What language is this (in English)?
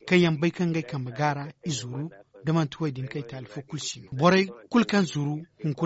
Zarma